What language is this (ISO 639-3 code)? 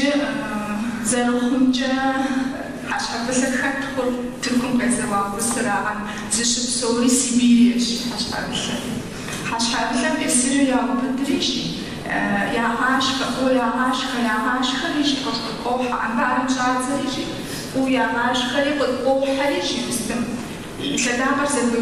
kbd